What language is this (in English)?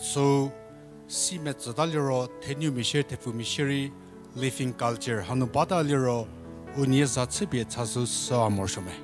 Angami Naga